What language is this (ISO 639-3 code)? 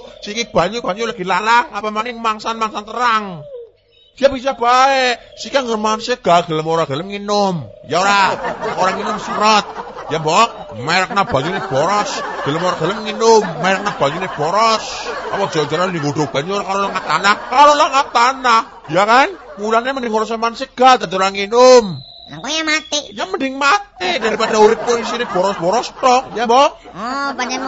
jav